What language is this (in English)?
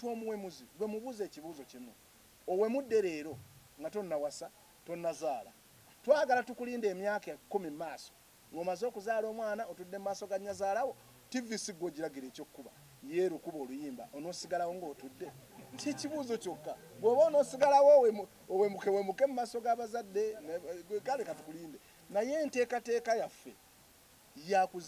Ganda